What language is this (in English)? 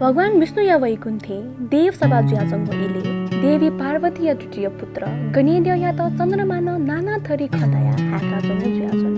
Newari